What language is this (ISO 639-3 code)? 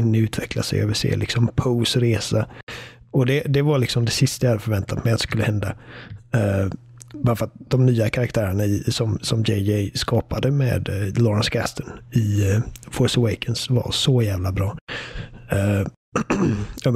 swe